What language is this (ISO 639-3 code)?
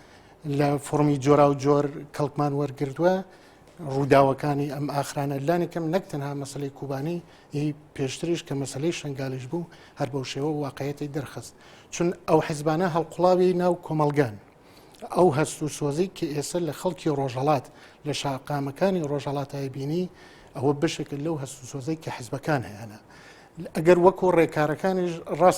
ckb